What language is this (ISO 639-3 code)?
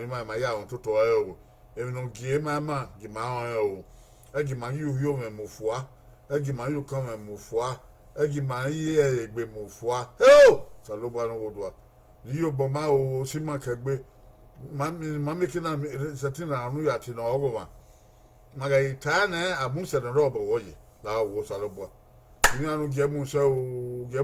bin